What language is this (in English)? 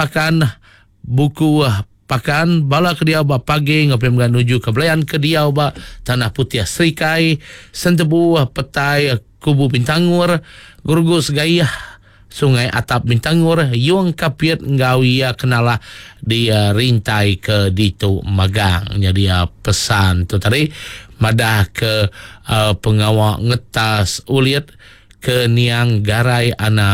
Iban